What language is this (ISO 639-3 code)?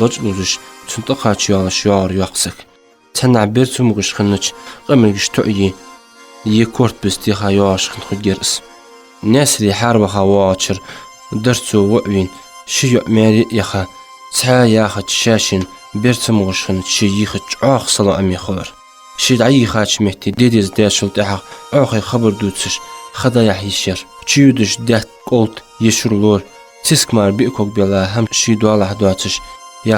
inh